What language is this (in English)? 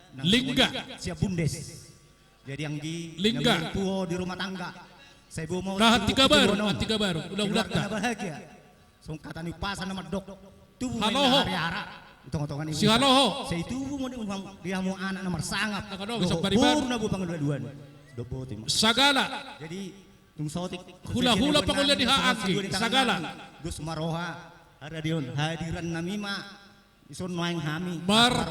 Batak Toba